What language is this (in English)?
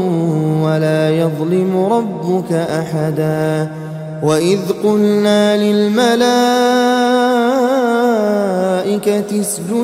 Arabic